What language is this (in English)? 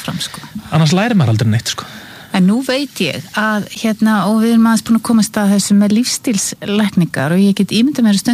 Icelandic